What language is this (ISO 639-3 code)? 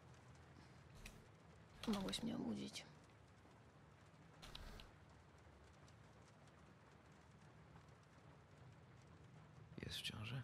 pol